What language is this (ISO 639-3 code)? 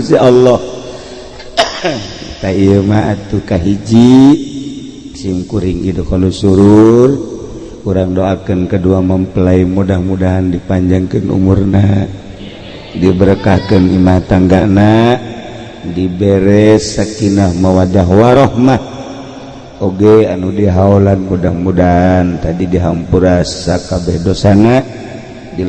sun